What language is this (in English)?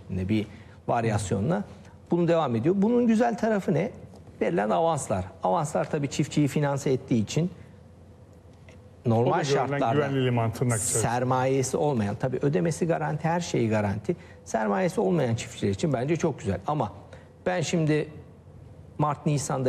Turkish